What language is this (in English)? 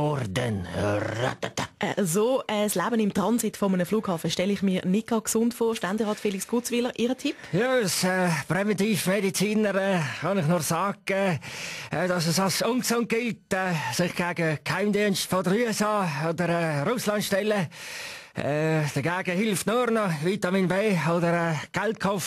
Swiss German